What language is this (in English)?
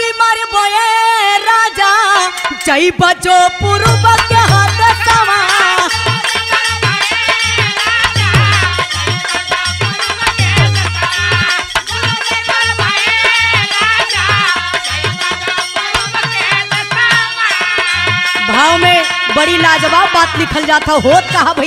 Bhojpuri